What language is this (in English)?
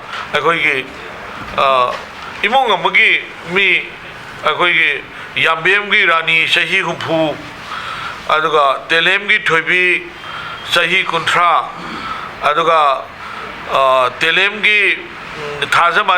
Manipuri